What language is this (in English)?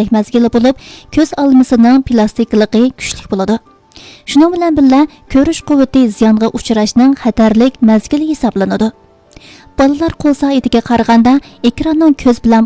Uyghur